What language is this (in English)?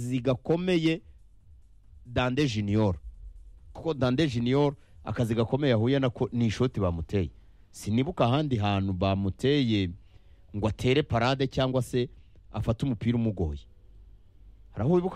Kinyarwanda